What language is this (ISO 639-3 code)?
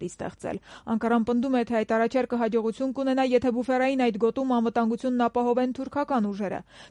hye